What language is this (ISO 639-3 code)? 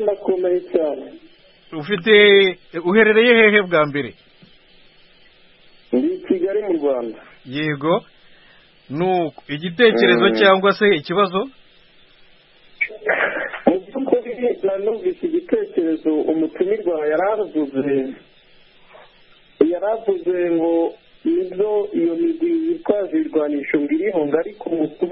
kin